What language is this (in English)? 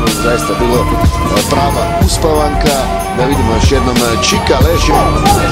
Croatian